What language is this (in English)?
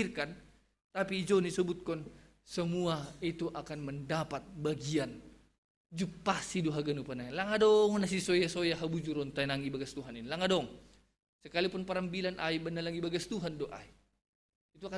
Batak Simalungun